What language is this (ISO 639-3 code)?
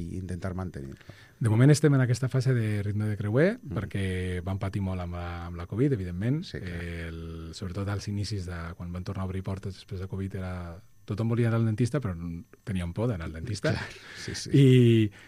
cat